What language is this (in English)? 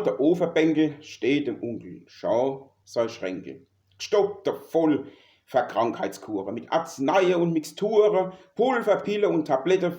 Palatine German